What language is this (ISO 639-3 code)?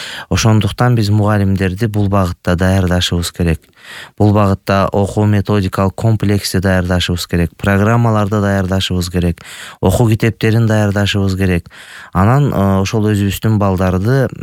kir